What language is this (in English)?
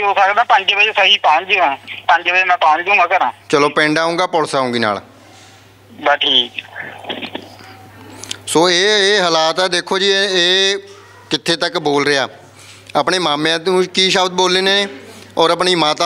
Punjabi